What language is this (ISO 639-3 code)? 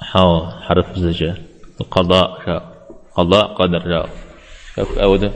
kbd